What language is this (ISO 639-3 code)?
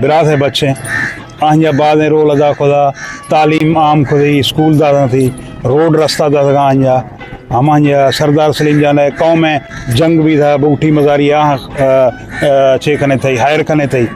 bgp